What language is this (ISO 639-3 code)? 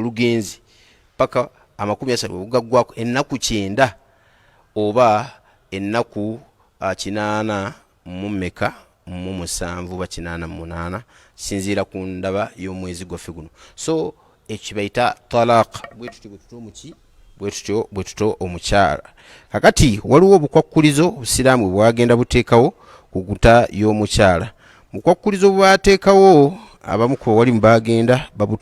lug